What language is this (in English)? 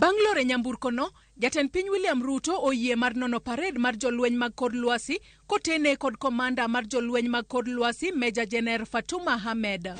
Luo (Kenya and Tanzania)